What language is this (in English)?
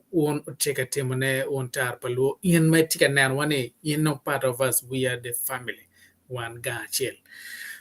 Acoli